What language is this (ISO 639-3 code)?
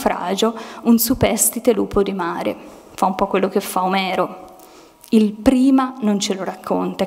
ita